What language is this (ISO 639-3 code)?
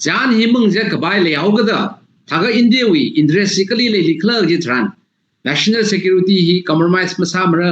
nmf